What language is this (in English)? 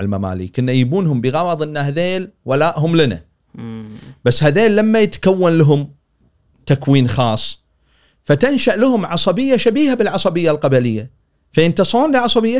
Gulf Arabic